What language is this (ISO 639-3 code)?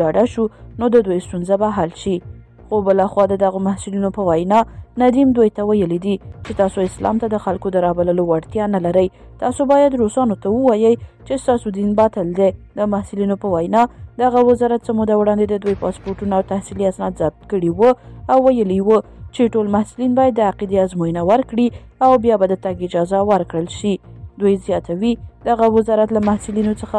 pus